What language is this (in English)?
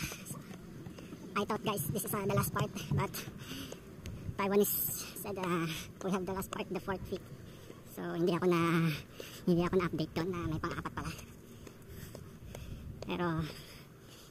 Filipino